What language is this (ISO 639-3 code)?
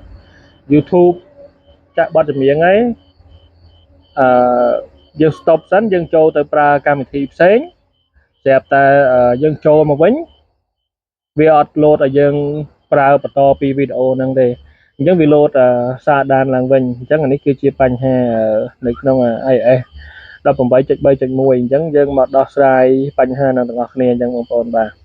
khm